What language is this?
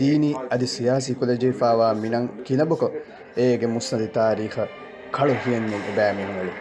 Divehi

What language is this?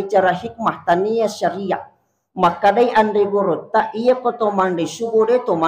Buginese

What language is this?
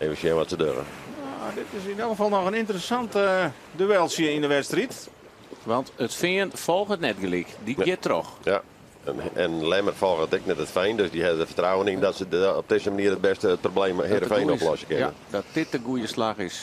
Western Frisian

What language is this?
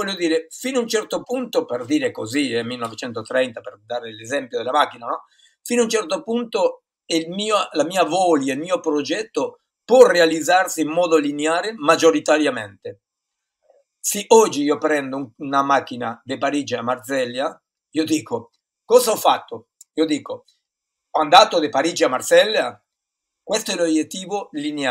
Italian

